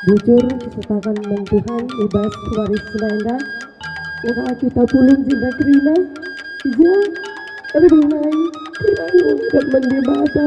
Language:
Batak Karo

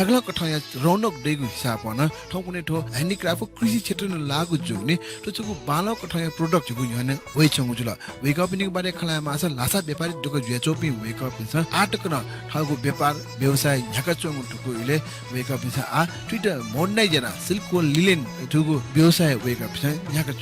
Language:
Newari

